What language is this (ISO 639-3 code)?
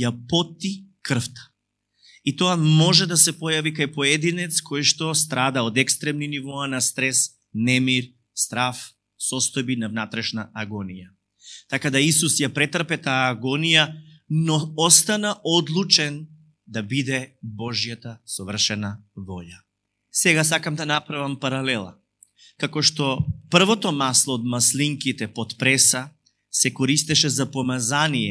mkd